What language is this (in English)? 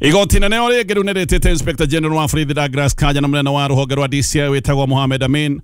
Kikuyu